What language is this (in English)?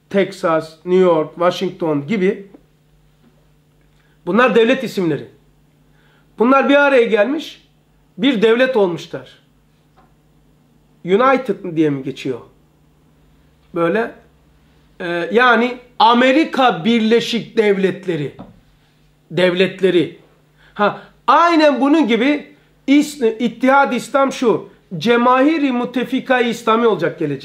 Turkish